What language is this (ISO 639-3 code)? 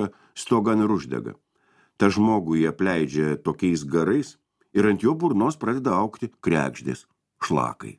lit